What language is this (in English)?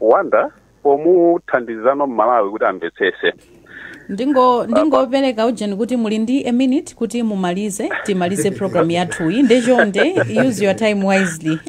Nyanja